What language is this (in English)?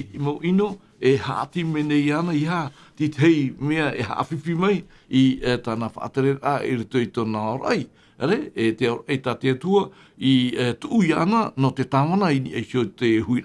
Tahitian